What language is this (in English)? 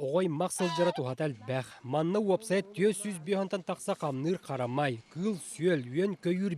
Yakut